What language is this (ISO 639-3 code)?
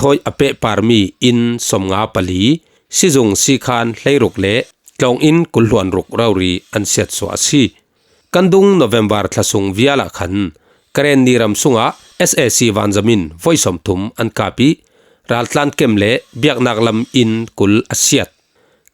cfm